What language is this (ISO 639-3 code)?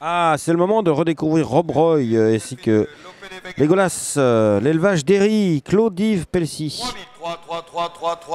fra